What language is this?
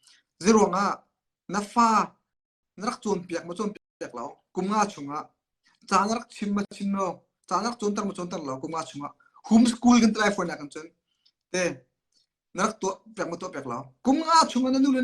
Hakha Chin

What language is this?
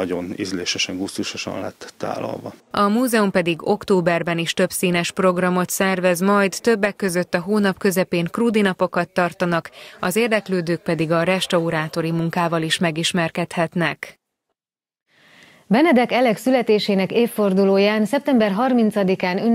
Hungarian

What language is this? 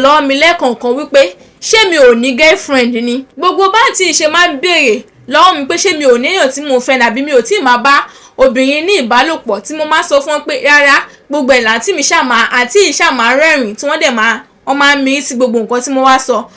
Yoruba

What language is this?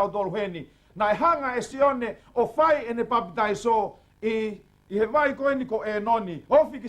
Tongan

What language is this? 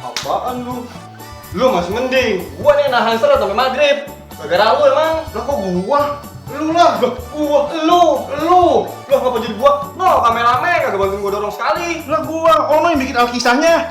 Betawi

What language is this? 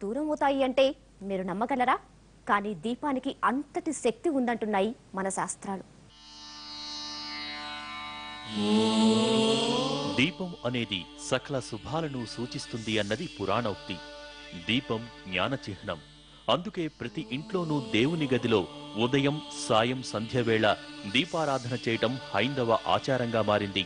Telugu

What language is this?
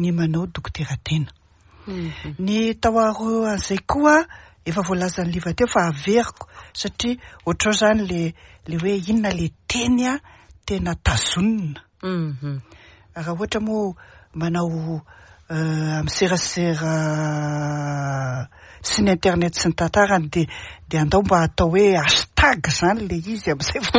Malagasy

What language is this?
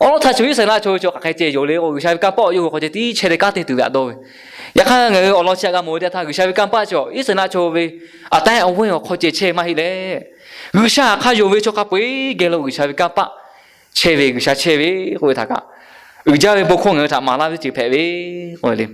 Lahu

